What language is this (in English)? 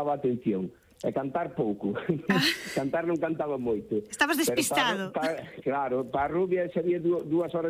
Galician